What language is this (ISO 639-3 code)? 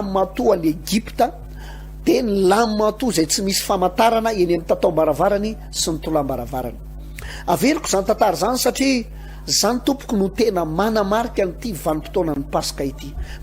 mlg